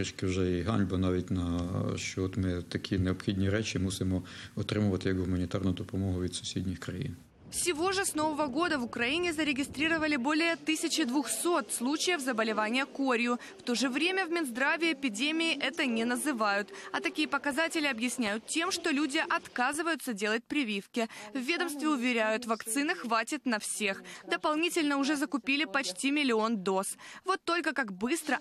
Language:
Russian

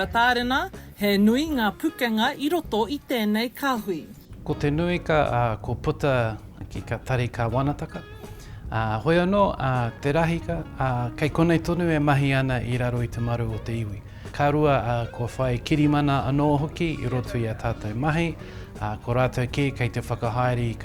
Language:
Māori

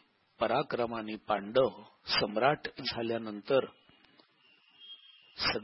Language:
Marathi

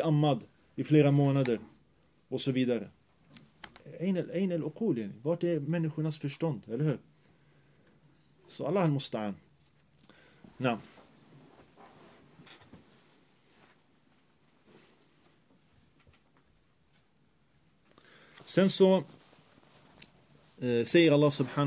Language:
Swedish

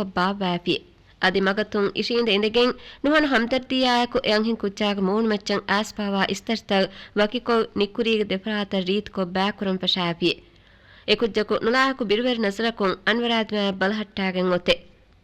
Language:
Divehi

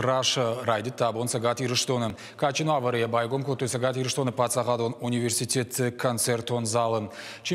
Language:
Ossetic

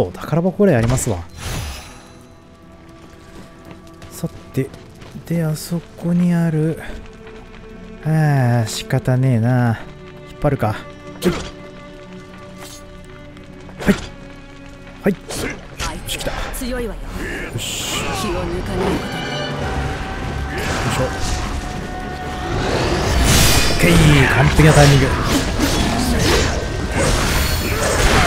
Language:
Japanese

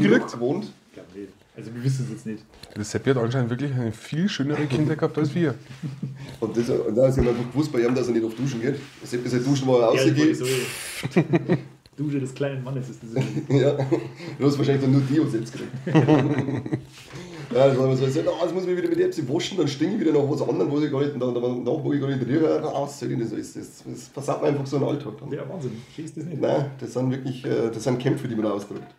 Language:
Bavarian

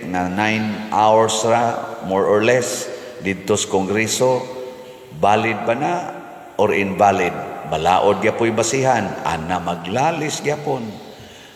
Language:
Cebuano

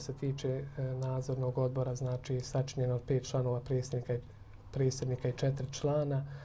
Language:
Bosnian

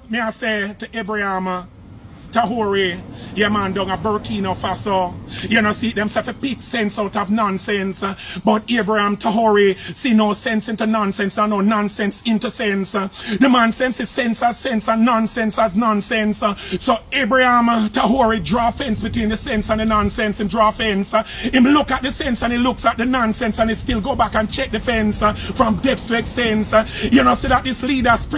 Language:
Jamaican Creole English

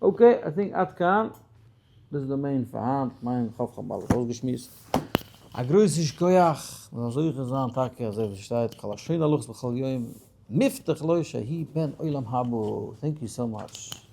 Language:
Yiddish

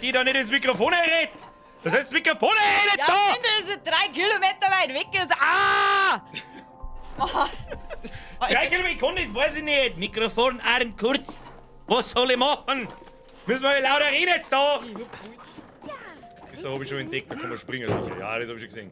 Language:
Bavarian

